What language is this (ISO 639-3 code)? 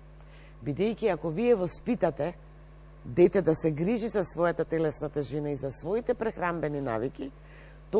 mkd